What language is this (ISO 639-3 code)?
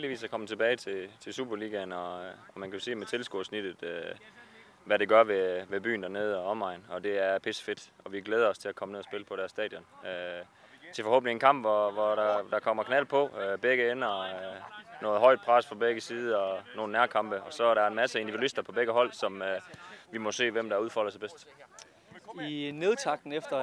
dan